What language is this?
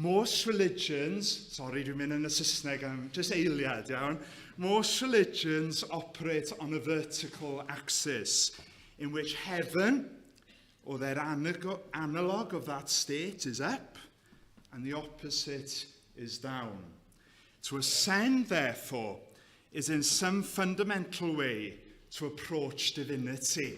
Welsh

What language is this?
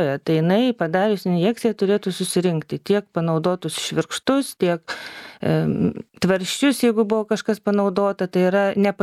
Lithuanian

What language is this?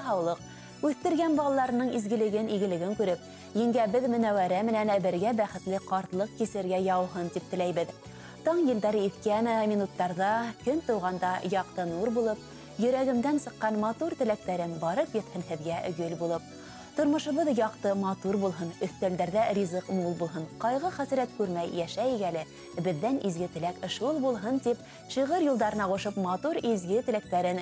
Bashkir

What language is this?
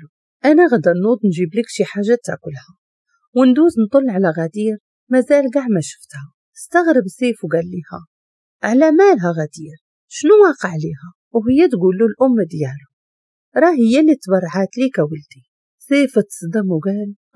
Moroccan Arabic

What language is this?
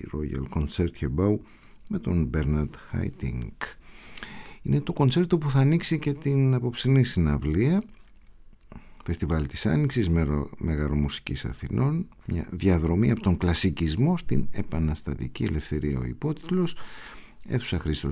Greek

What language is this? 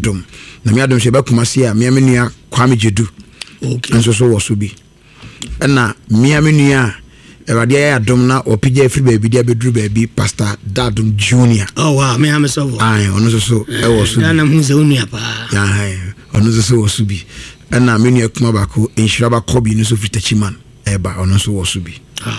Akan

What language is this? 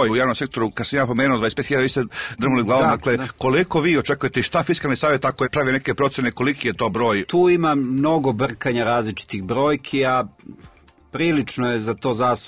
Serbian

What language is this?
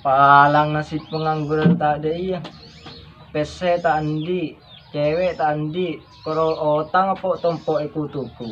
Madurese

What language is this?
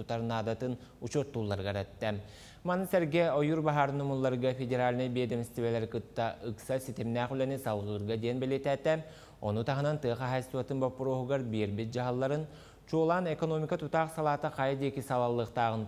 Yakut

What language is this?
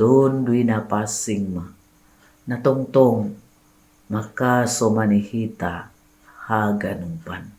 Batak Simalungun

